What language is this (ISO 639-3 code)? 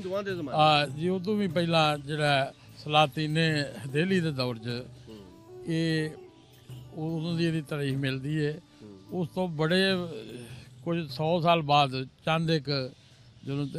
pan